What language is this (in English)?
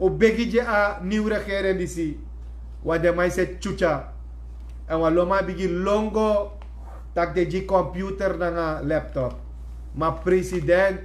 Sranan Tongo